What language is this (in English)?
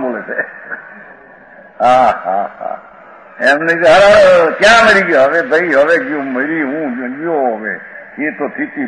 Gujarati